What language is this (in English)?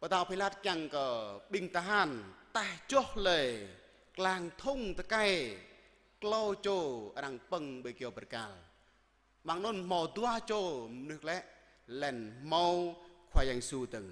Jarai